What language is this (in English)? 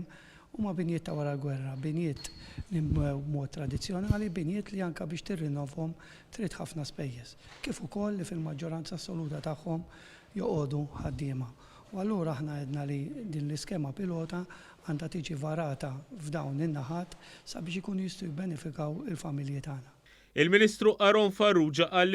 Maltese